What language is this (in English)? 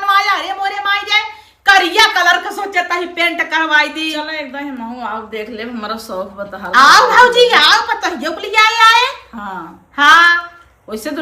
Awadhi